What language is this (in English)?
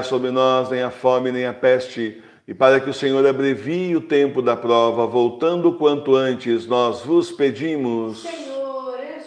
Portuguese